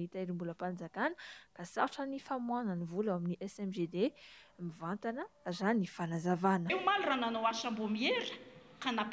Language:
Malagasy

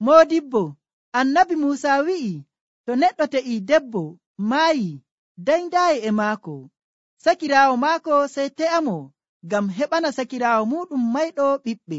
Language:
Nigerian Fulfulde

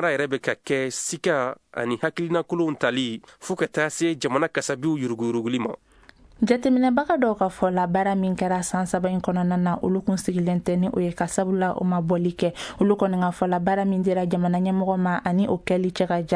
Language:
Bambara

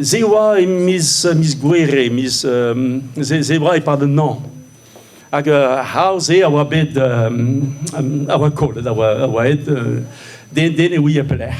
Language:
Breton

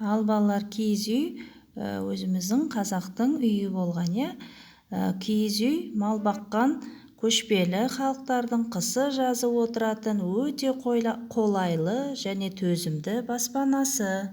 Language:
Kazakh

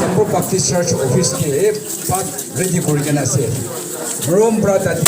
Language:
Yimchungru Naga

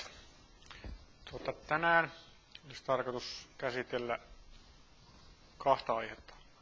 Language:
Finnish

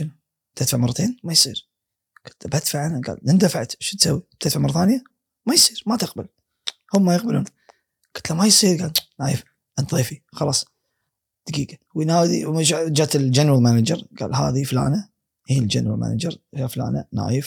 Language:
Gulf Arabic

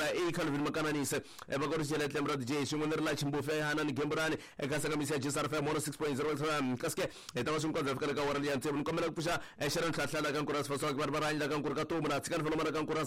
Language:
Tsonga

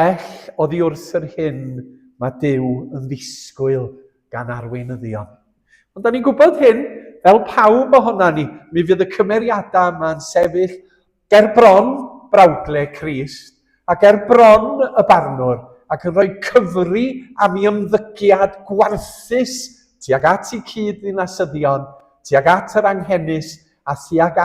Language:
Welsh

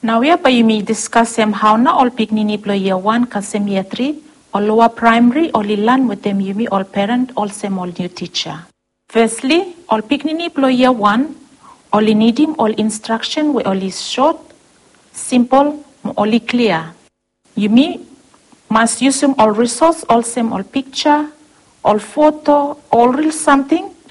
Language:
Bislama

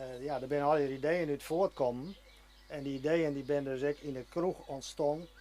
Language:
Western Frisian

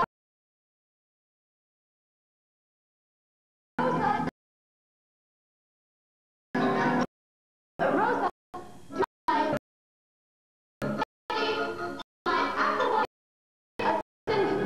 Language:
Spanish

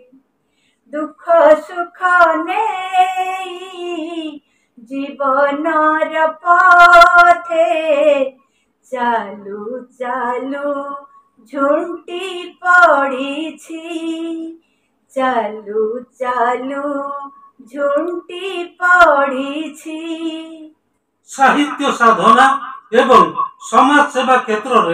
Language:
Odia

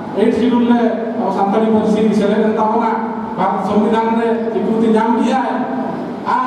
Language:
Santali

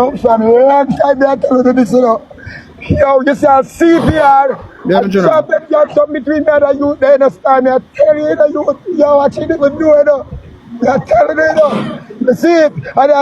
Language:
Jamaican Creole English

